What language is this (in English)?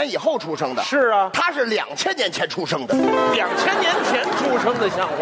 Chinese